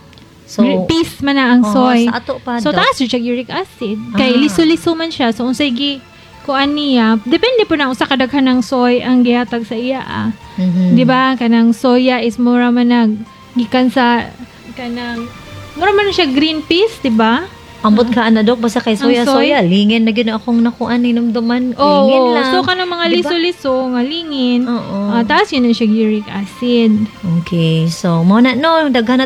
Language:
Cebuano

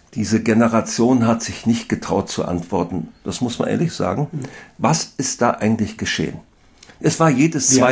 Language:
German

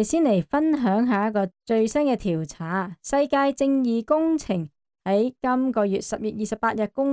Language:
Cantonese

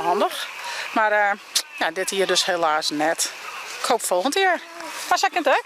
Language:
Western Frisian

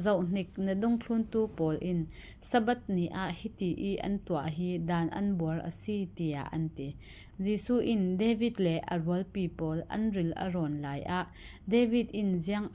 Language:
Falam Chin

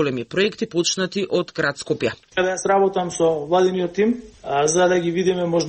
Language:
Macedonian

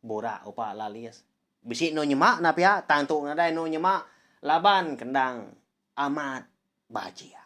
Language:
Iban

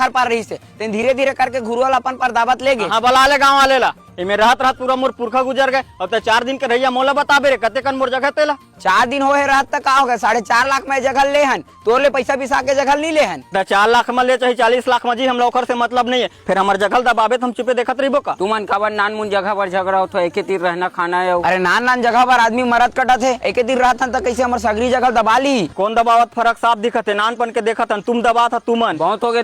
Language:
Chhattisgarhi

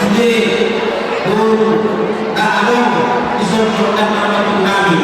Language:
Batak Toba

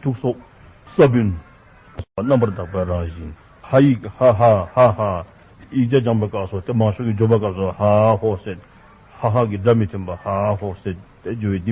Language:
Dzongkha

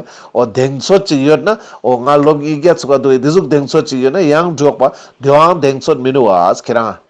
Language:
Ladakhi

